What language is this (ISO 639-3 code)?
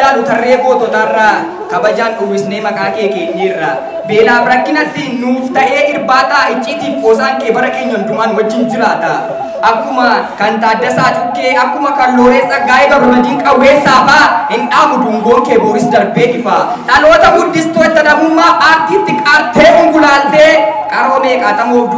orm